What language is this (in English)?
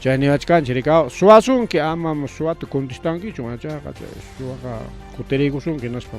Ayacucho Quechua